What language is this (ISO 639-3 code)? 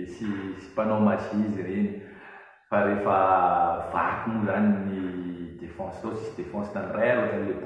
mlg